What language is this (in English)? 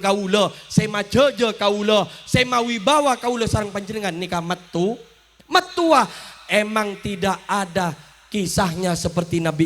Madurese